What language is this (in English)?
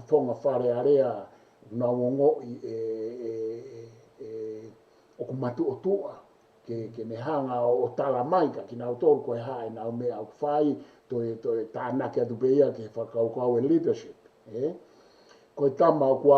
Tongan